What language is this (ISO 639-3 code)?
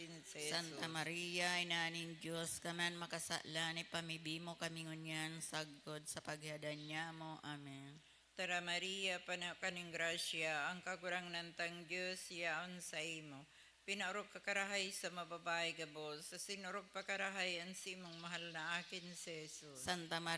bik